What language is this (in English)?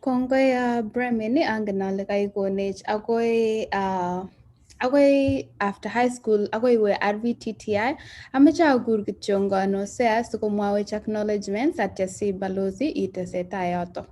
Kalenjin